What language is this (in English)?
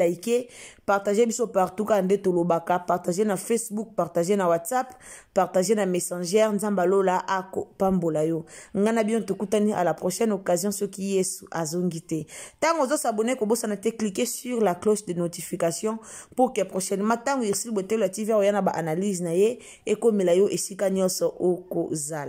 Lingala